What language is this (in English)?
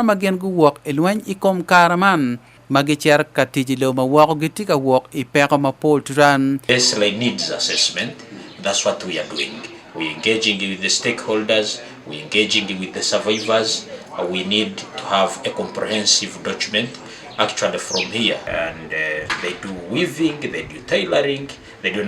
Acoli